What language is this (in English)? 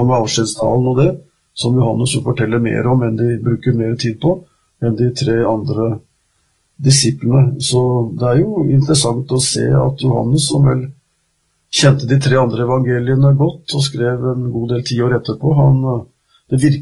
Norwegian